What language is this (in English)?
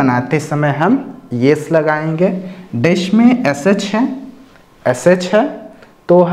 Hindi